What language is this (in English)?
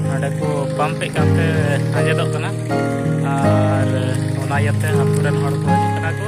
Santali